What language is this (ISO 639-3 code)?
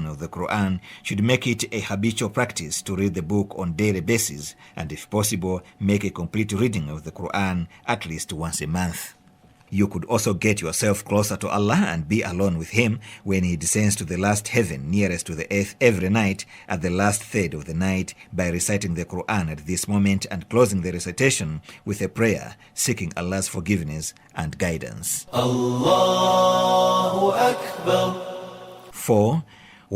eng